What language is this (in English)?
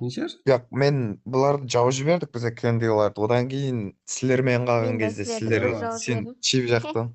Kara-Kalpak